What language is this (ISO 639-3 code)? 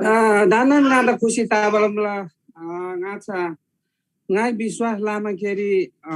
taj